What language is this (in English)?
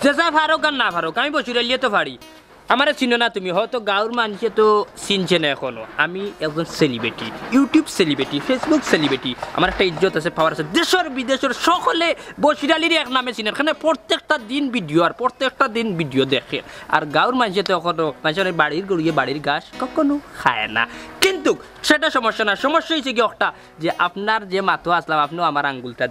Sylheti